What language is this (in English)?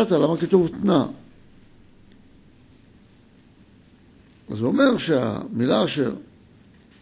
Hebrew